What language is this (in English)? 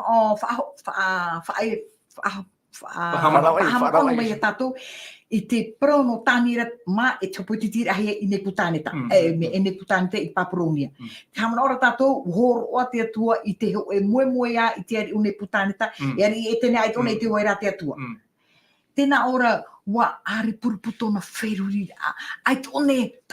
Tahitian